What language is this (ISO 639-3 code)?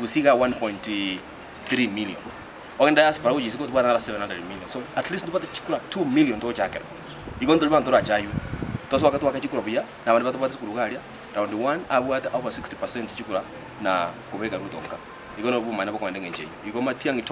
guz